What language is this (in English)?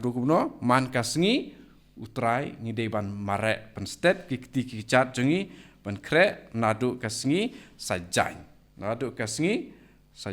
Khasi